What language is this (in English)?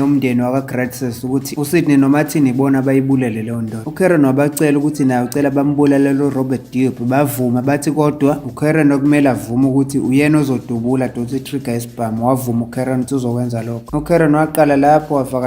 Zulu